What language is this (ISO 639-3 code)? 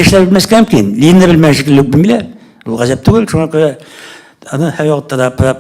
tat